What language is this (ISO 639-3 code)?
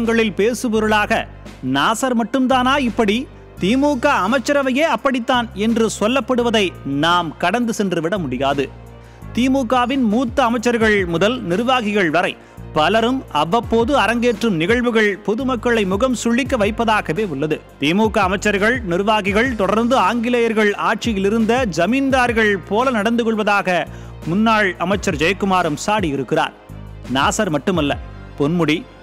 tam